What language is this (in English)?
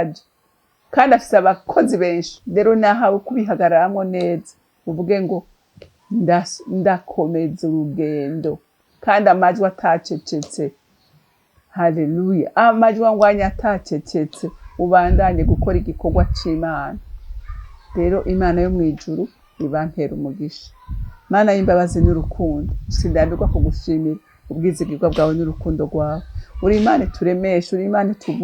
Rundi